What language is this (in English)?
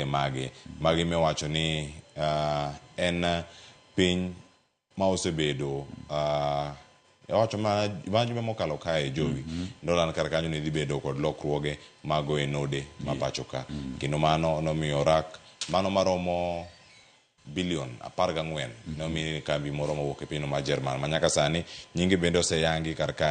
Luo (Kenya and Tanzania)